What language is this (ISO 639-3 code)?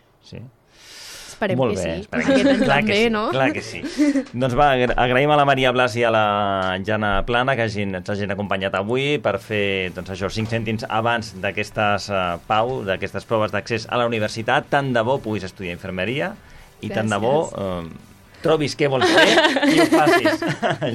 cat